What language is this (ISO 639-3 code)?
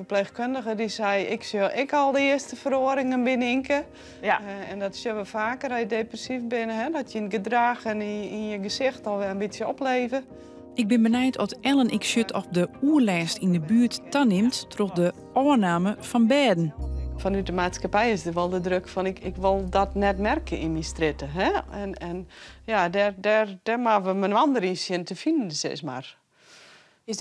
fry